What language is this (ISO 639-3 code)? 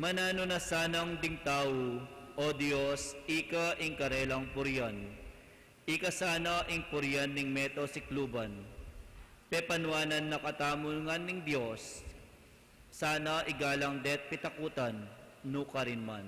pam